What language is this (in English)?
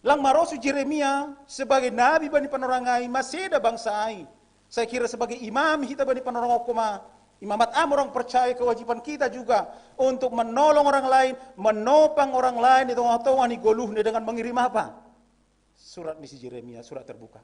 Batak Simalungun